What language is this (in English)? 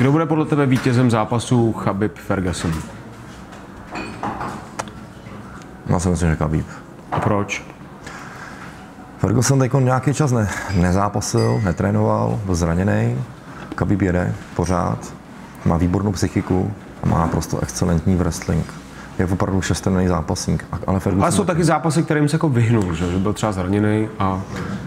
Czech